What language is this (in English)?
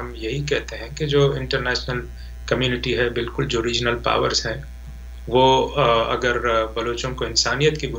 Urdu